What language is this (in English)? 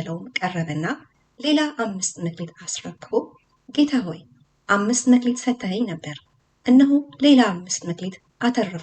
Amharic